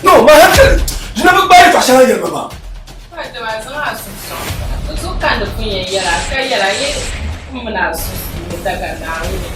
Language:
Dagbani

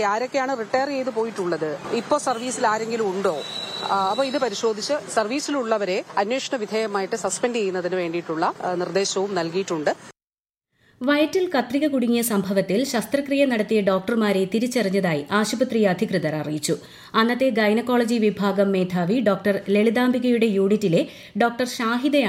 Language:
Malayalam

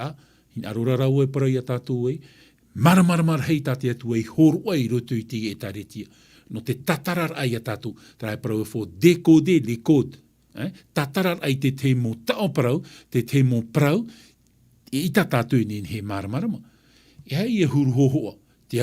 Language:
Tahitian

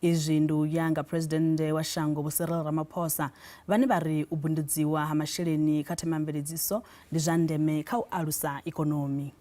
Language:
Venda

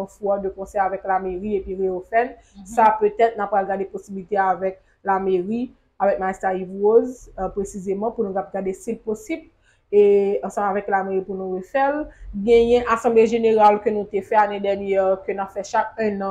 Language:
Haitian Creole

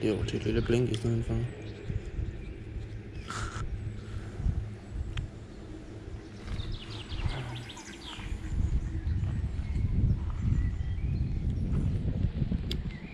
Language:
Danish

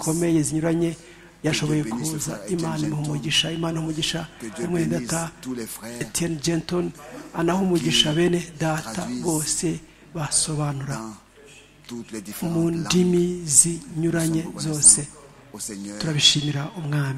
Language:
Kinyarwanda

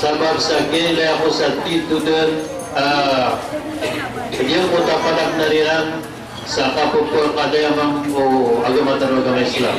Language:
Maranao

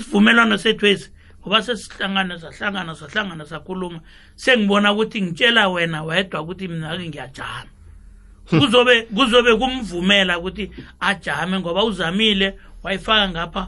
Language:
South Ndebele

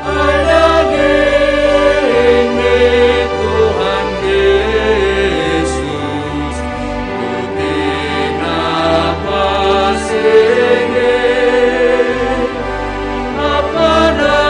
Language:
Batak Simalungun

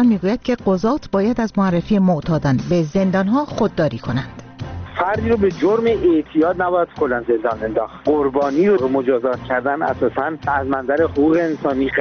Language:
Persian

